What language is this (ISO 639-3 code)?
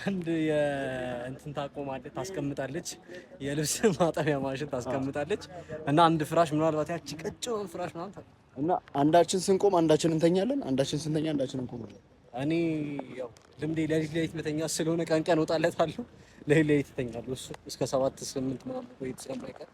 amh